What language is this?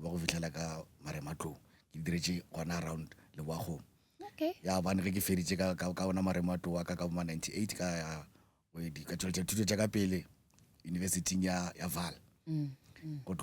Northern Sotho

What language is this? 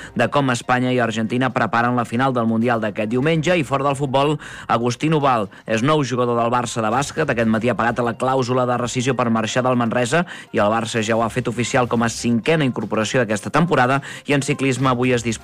Catalan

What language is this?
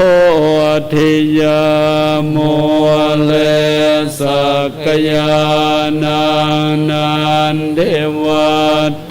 Pali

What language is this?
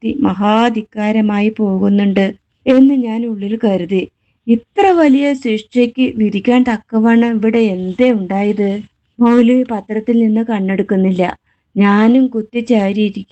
Malayalam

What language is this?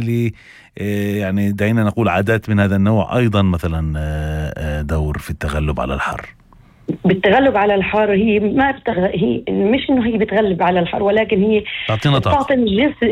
North Levantine Arabic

